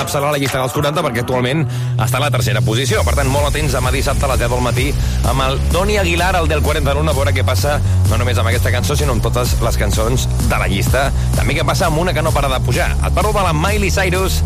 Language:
Catalan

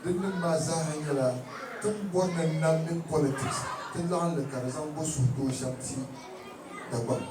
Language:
Dagbani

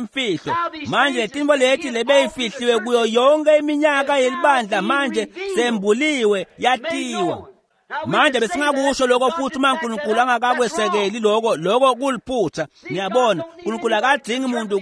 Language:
Swati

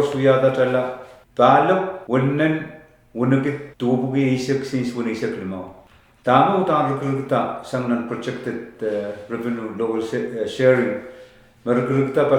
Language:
Pohnpeian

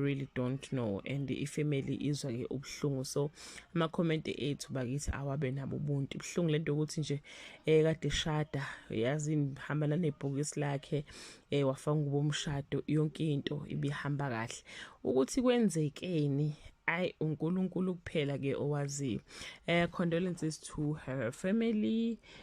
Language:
Zulu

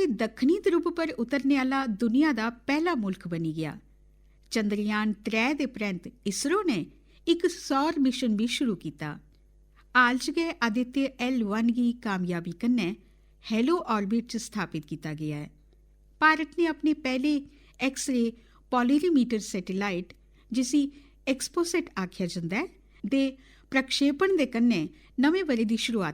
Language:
Dogri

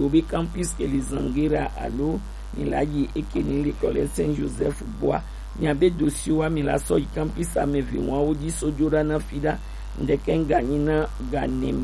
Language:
Gen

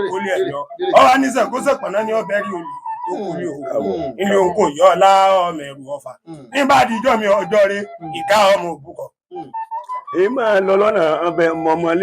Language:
Yoruba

